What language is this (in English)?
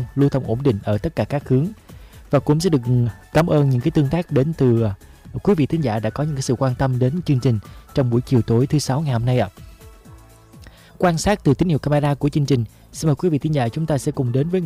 Vietnamese